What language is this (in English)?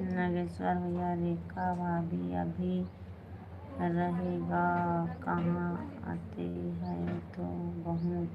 Chhattisgarhi